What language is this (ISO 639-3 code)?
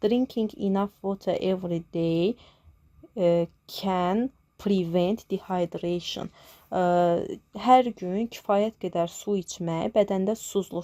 aze